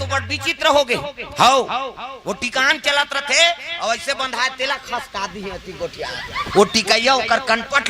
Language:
Chhattisgarhi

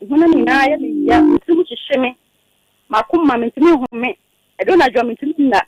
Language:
Akan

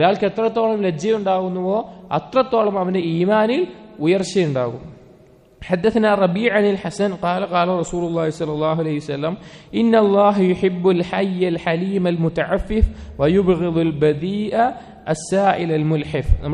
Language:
Malayalam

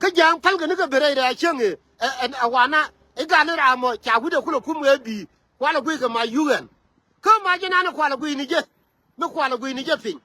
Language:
Nuer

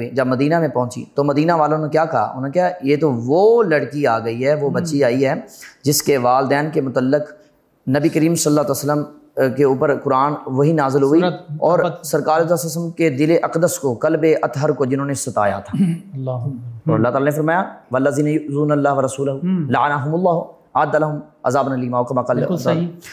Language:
Urdu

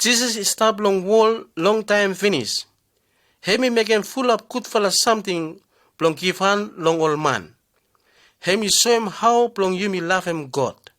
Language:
Bislama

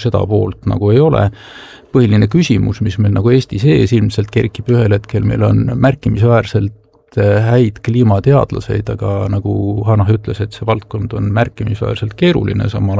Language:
Estonian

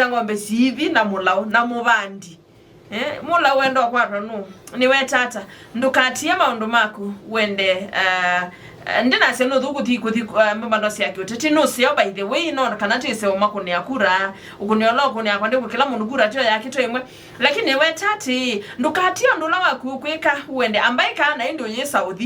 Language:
Kamba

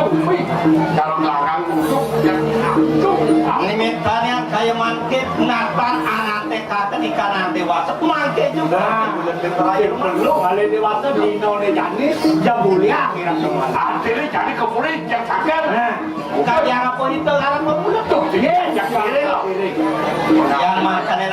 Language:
Balinese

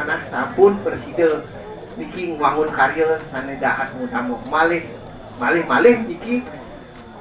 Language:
Balinese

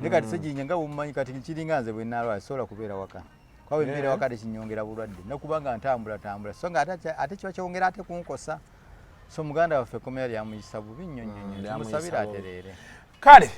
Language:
Ganda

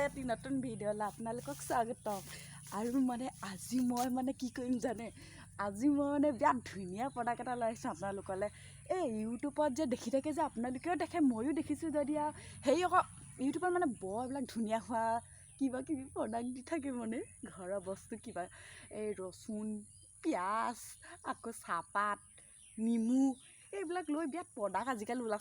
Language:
Assamese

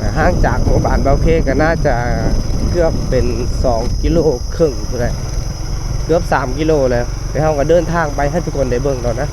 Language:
Lao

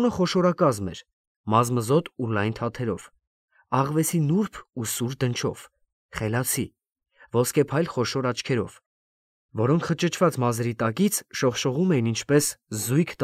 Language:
Armenian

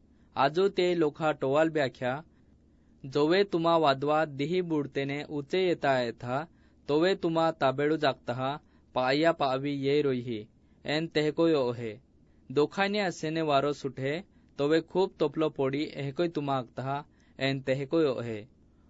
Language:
Assamese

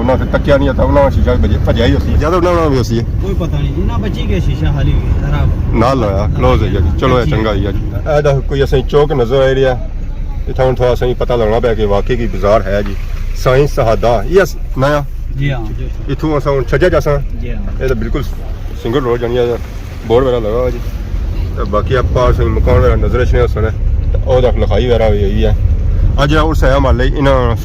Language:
Pahari-Potwari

